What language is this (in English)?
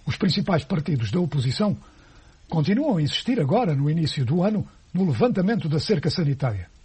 Portuguese